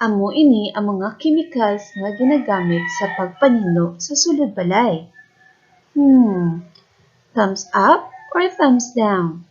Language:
Hiligaynon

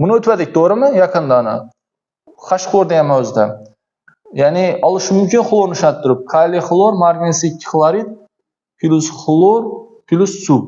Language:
Uzbek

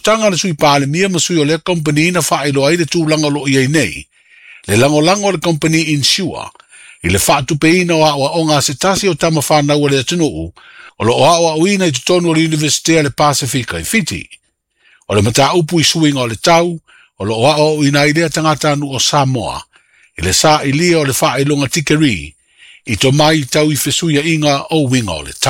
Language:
Samoan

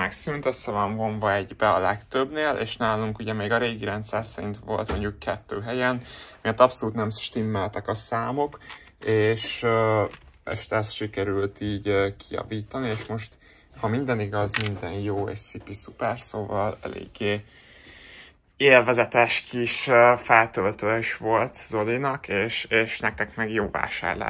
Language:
Hungarian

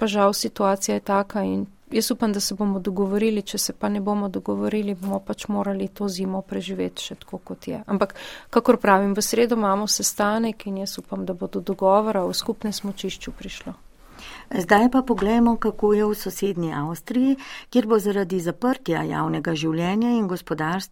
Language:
Slovenian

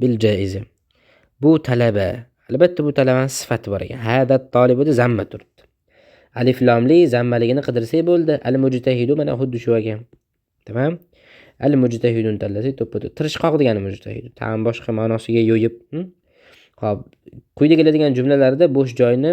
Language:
Uzbek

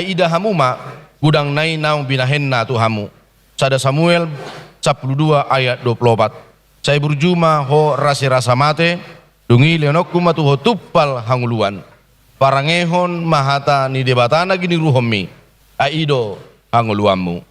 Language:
Batak Toba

